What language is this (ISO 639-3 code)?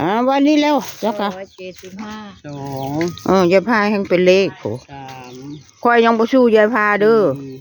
tts